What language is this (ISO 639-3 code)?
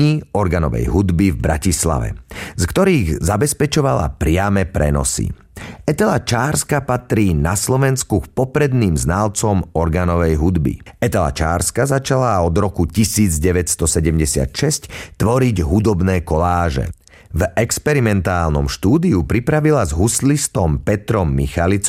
slk